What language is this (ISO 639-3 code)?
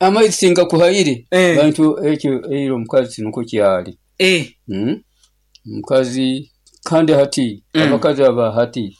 nyo